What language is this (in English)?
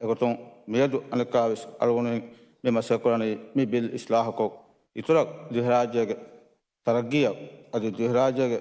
Divehi